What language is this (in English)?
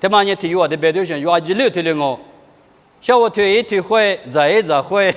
Lisu